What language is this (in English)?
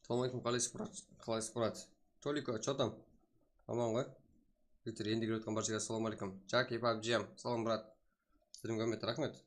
Kara-Kalpak